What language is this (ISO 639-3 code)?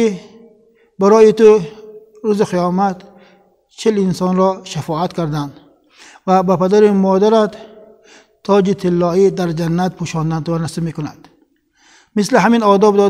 tgk